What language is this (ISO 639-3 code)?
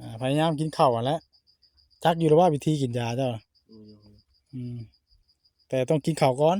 tts